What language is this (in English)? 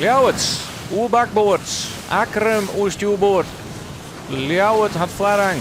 Western Frisian